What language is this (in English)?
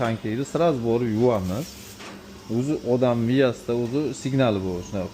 Uzbek